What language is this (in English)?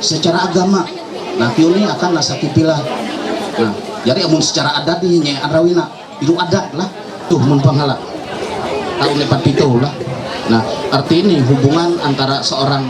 Ma'anyan